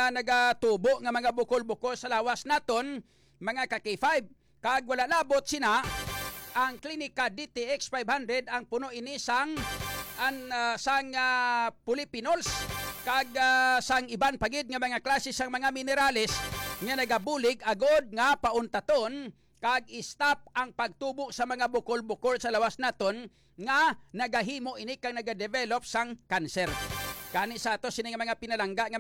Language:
Hiligaynon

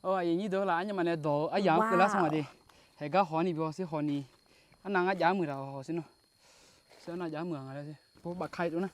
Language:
Akha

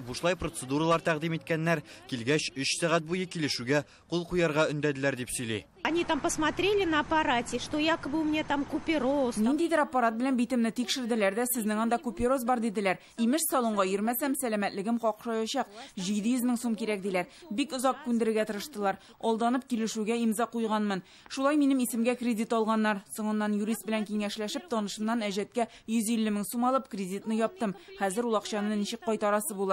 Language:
Tatar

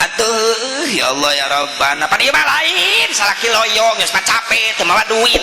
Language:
Sundanese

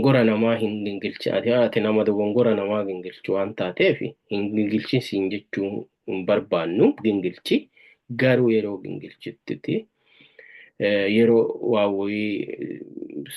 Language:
Oromo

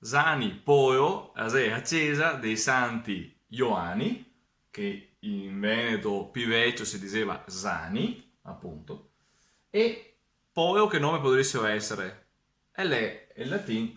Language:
Venetian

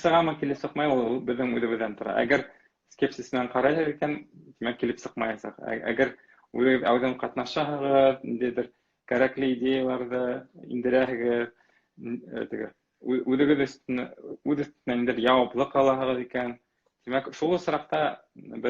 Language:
Bashkir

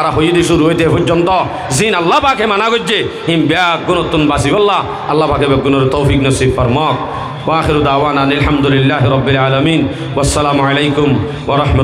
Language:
Rohingya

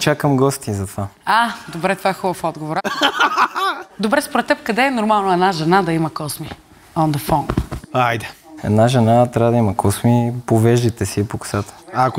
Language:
Bulgarian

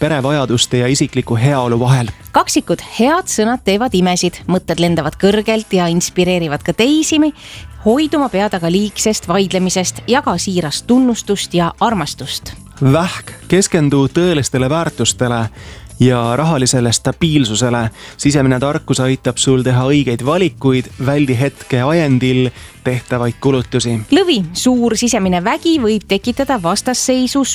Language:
Estonian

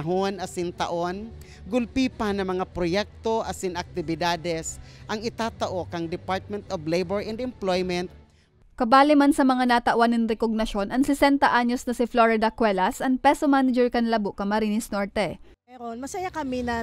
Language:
Bikol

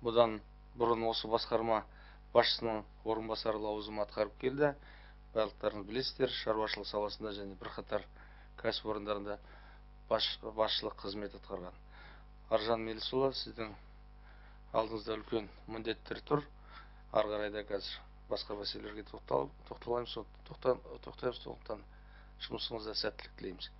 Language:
Kazakh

